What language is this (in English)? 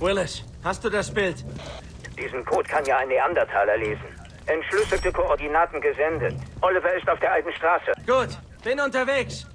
Bavarian